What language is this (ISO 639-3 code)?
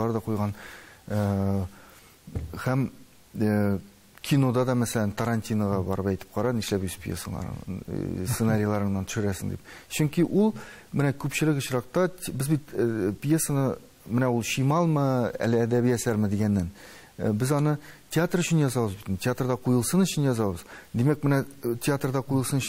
tat